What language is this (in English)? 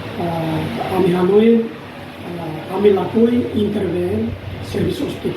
Tetum